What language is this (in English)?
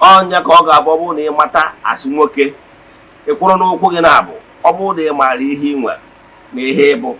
Igbo